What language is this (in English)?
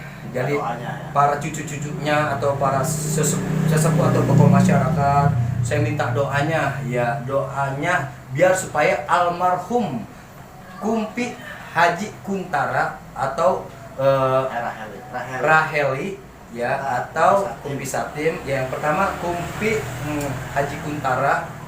Betawi